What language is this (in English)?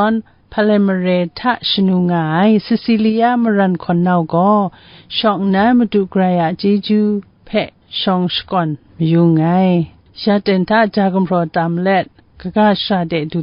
Kachin